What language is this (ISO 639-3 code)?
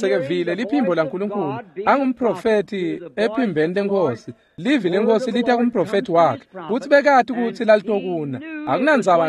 ssw